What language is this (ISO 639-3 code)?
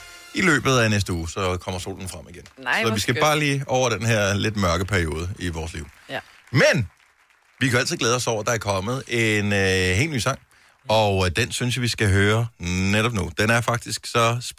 dan